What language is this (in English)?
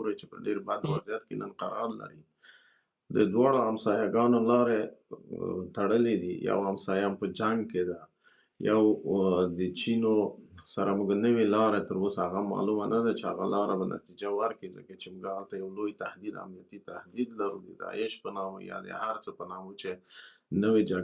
Pashto